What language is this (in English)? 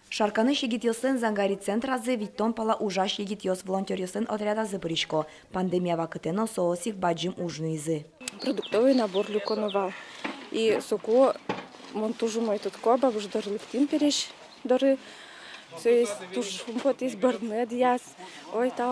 Udmurt